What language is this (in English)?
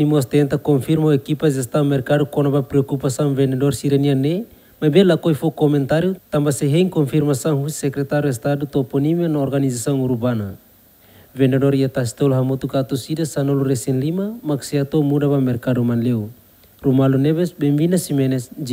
Tetum